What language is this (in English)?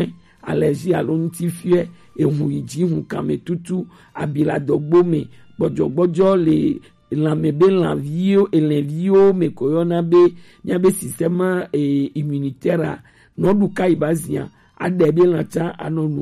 Gen